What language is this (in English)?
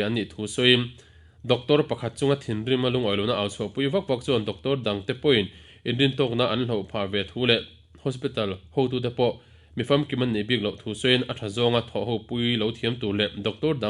Mizo